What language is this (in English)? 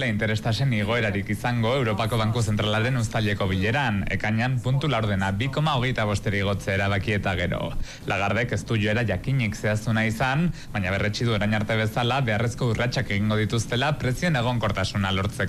Basque